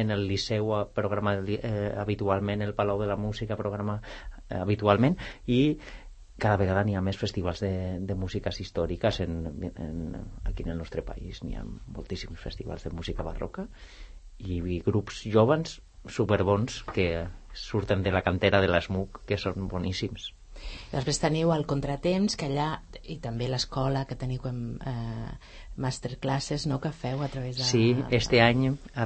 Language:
Catalan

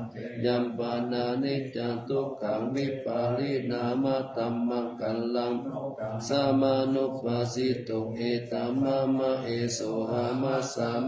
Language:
Pali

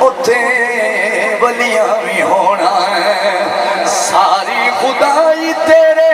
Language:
Saraiki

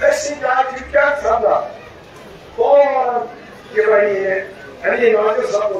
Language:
Kashmiri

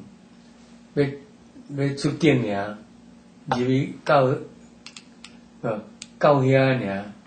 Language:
Min Nan Chinese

